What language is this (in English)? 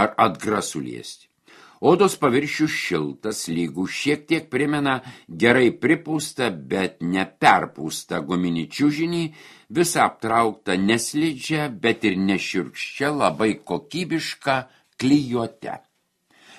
Lithuanian